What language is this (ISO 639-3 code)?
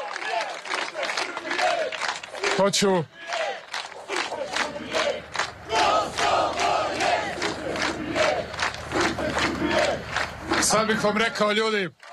srp